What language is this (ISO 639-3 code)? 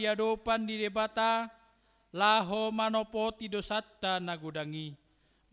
bbc